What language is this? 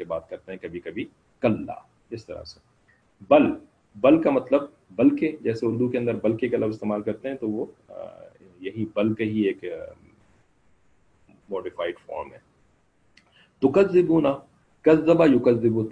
Urdu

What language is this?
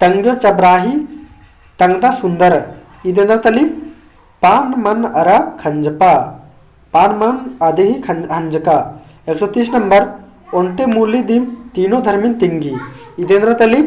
Kurukh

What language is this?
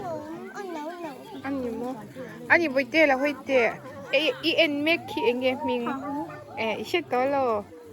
Mizo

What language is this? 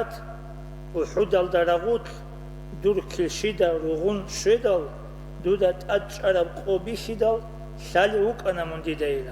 Avaric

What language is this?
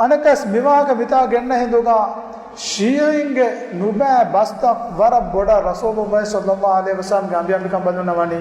Divehi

